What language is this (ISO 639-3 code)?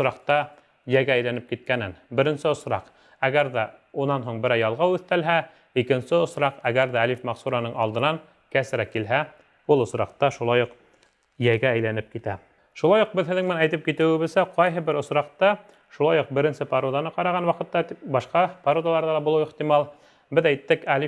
bak